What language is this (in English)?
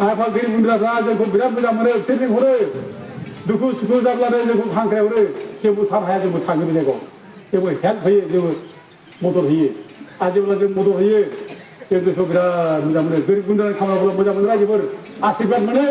Bodo